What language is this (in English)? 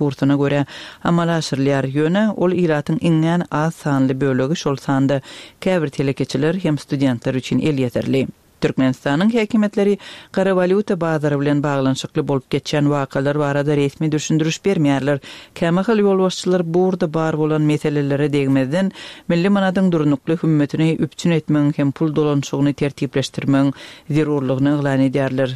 Turkmen